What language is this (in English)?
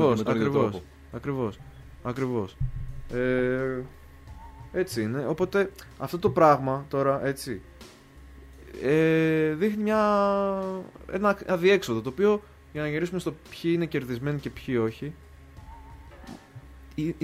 Greek